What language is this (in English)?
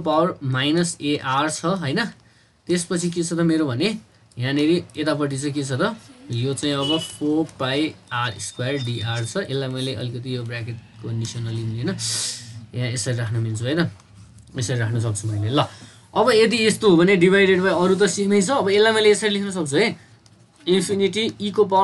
Nepali